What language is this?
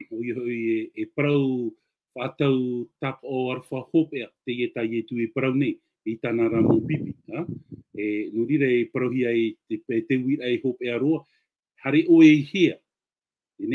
Tahitian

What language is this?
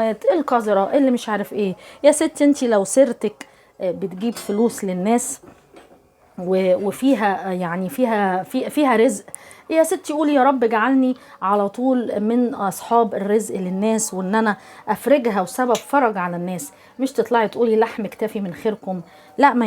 Egyptian Arabic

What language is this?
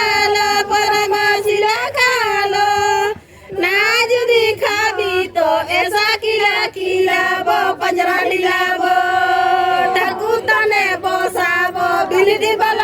Santali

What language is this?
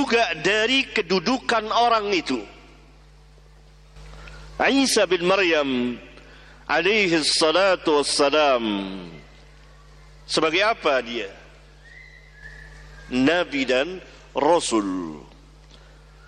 Indonesian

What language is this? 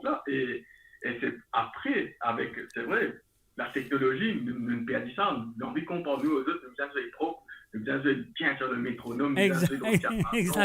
Morisyen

